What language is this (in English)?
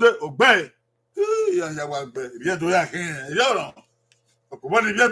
Bini